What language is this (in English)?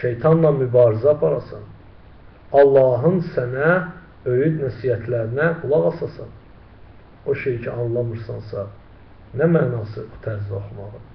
Azerbaijani